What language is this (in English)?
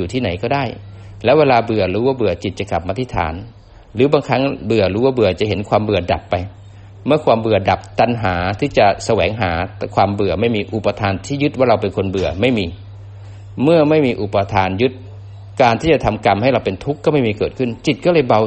Thai